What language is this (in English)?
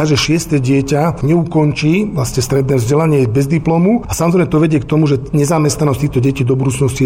Slovak